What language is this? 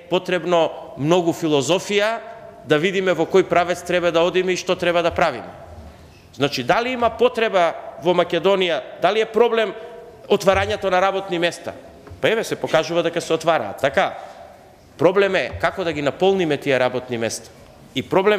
Macedonian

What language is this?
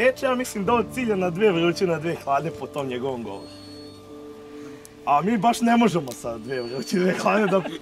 Serbian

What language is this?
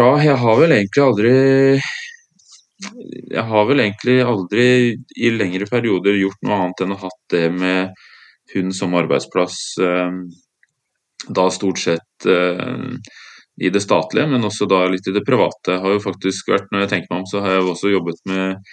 Norwegian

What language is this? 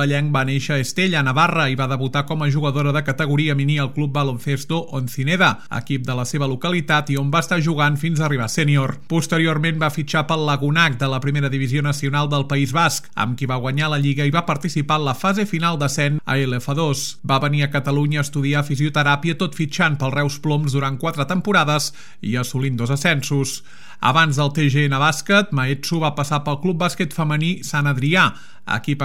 Catalan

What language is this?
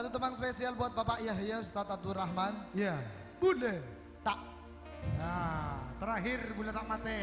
Madurese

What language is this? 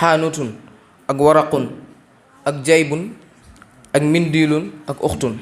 Wolof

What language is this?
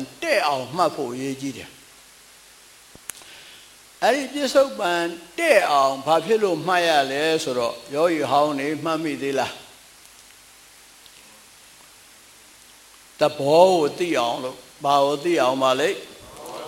Burmese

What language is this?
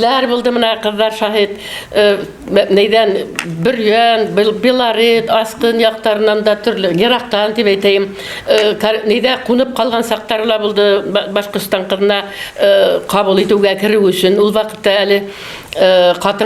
Bashkir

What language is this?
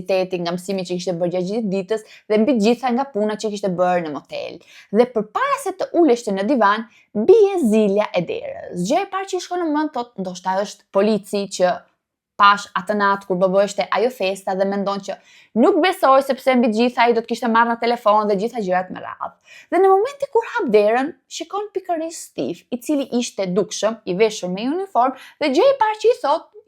Albanian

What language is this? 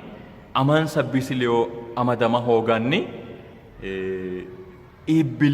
Sidamo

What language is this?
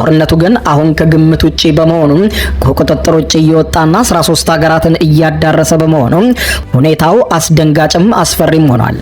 Amharic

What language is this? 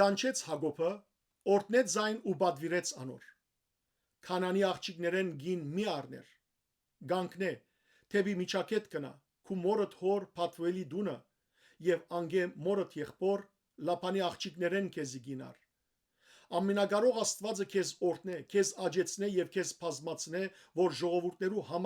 Western Armenian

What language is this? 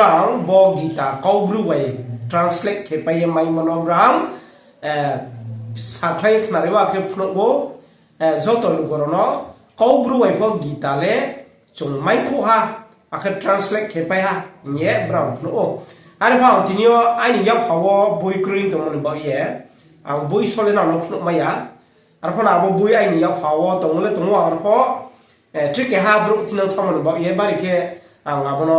Riang (India)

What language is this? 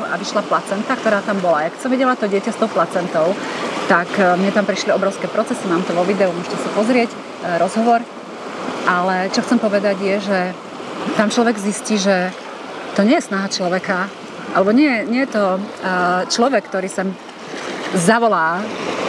Slovak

